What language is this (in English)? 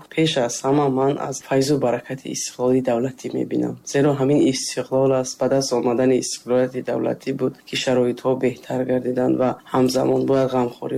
Tajik